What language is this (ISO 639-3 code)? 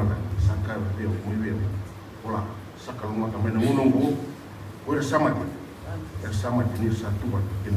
fij